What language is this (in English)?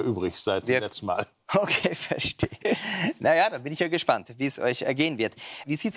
German